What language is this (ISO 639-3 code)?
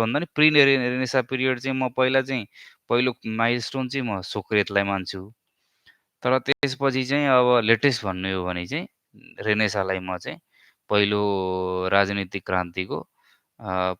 nep